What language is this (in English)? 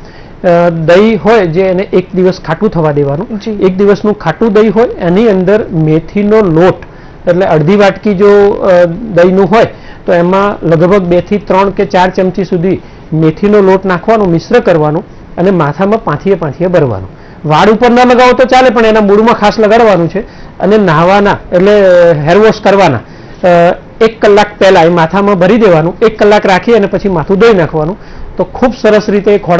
Gujarati